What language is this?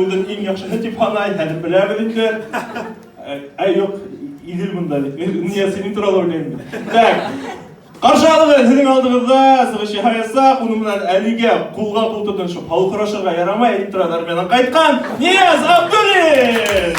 Bashkir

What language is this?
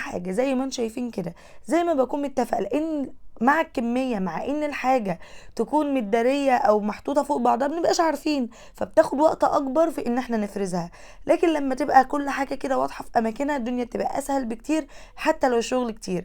Egyptian Arabic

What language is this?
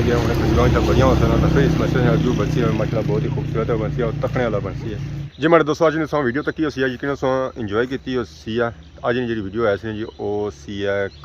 Pahari-Potwari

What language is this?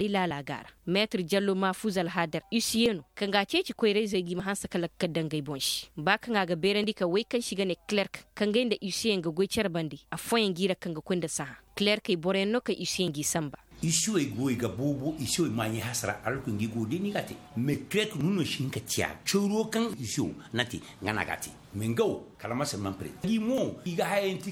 Koyraboro Senni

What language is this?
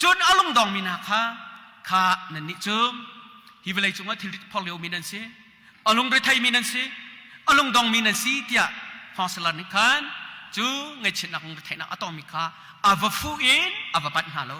Hakha Chin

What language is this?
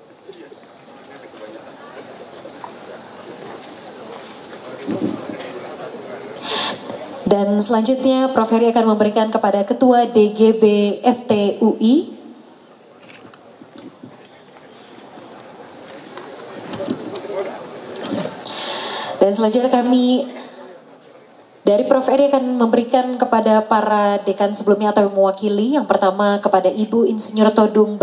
Indonesian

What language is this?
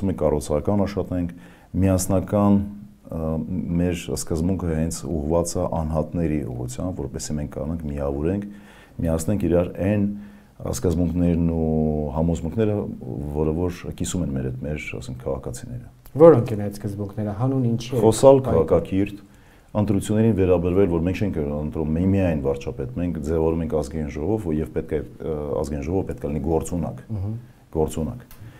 Armenian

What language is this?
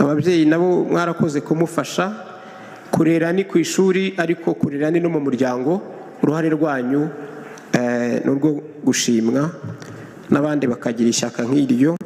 Kinyarwanda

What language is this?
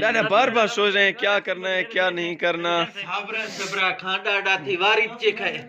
Eastern Balochi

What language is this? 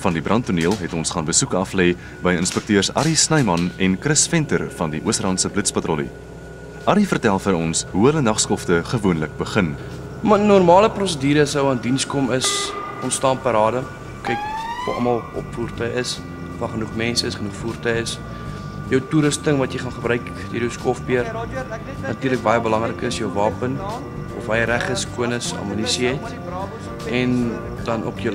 Afrikaans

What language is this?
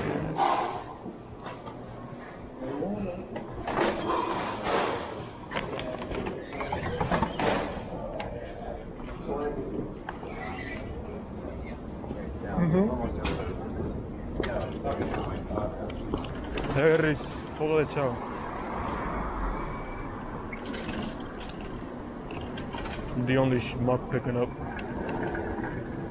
English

